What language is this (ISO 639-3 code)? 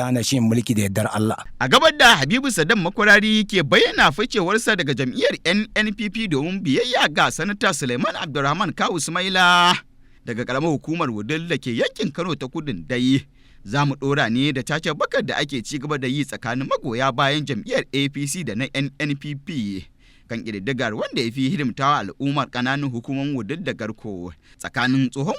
hau